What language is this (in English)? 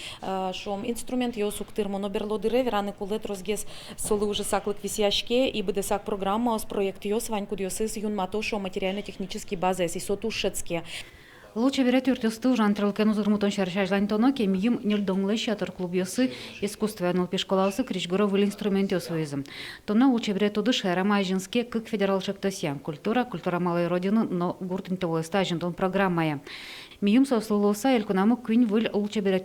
Udmurt